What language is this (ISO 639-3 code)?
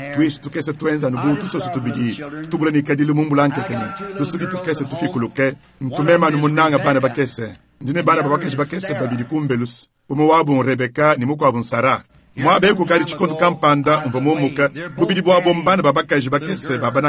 lua